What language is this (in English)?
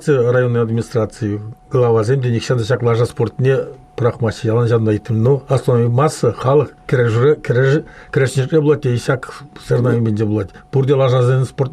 Chuvash